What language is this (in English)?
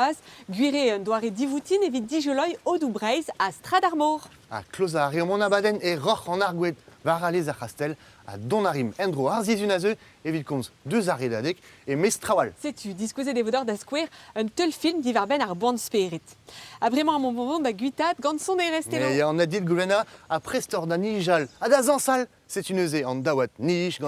Breton